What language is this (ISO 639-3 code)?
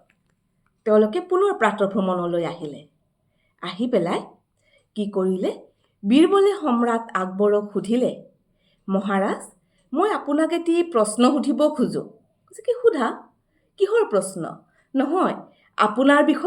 asm